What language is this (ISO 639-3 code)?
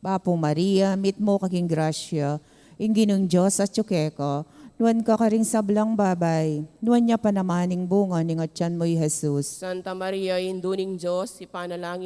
pam